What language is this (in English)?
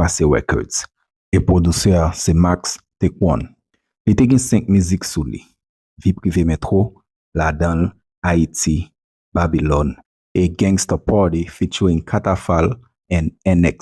Haitian Creole